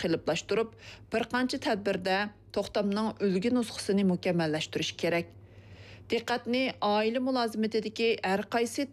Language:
Uyghur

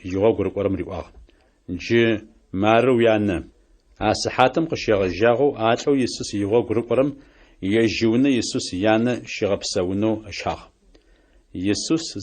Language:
Adyghe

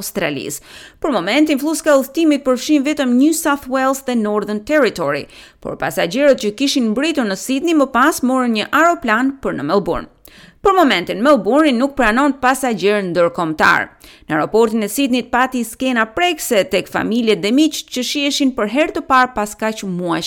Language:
Albanian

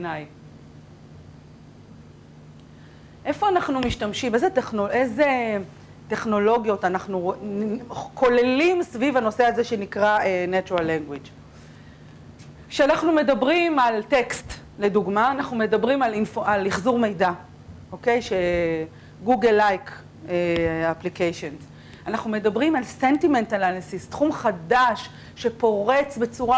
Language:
Hebrew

